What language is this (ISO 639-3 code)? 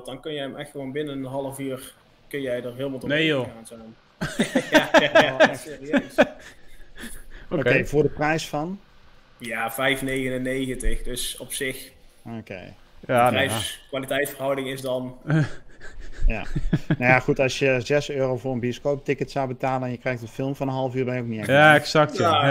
nld